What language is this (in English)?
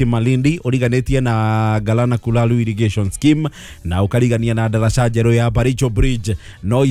Kikuyu